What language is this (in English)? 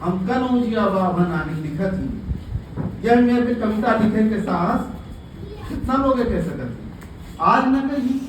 Awadhi